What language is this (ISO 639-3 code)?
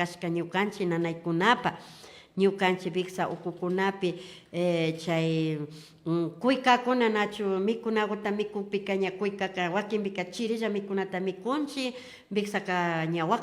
qvi